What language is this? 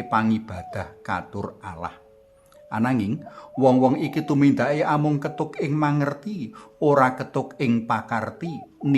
Javanese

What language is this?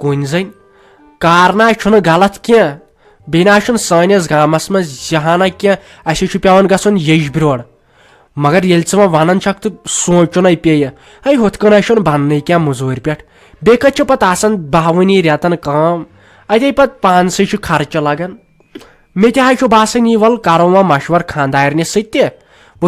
Kashmiri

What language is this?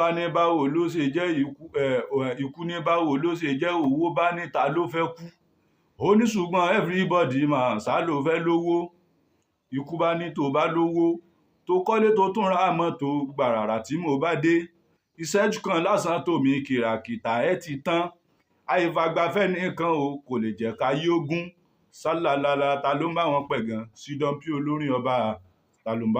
Yoruba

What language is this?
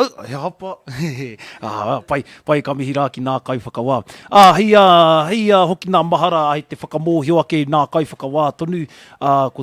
Māori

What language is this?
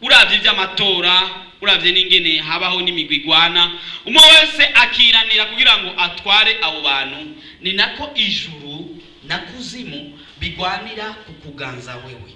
Rundi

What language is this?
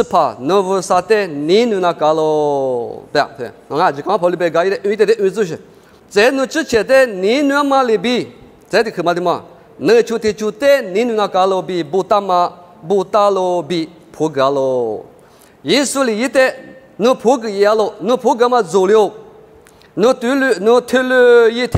Lisu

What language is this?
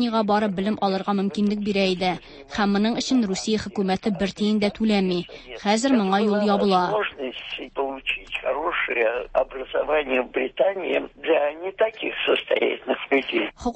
Tatar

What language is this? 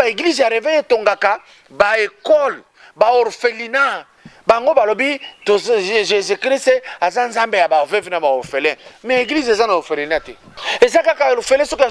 Lingala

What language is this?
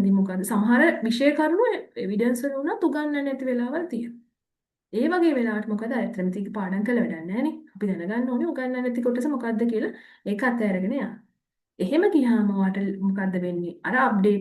Sinhala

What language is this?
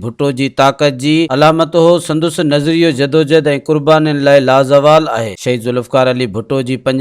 Sindhi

